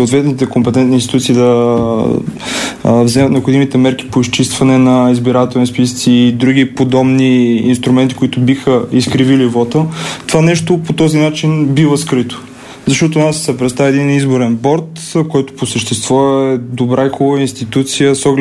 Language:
Bulgarian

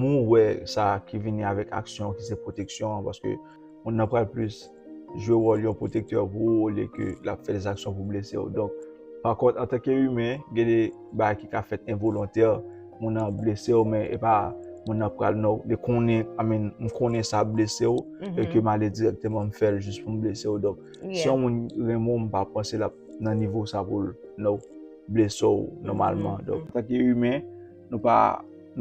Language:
Haitian Creole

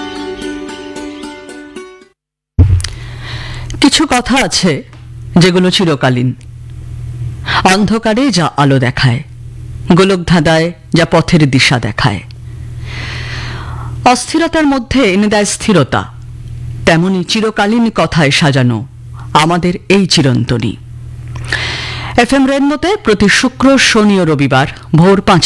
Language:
Bangla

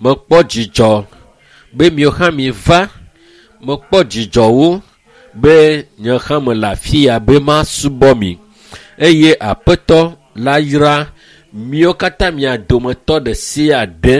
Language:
Ewe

